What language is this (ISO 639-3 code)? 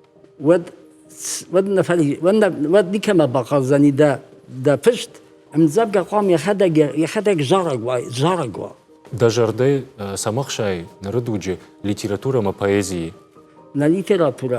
oss